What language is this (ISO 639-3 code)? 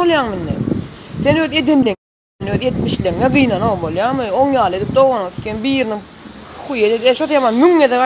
tuk